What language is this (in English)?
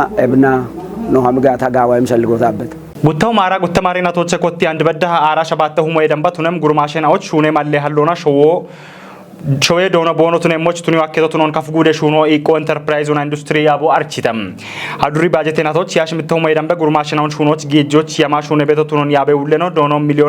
Kafa